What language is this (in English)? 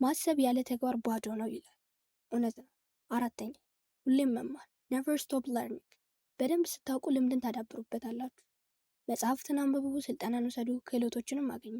Amharic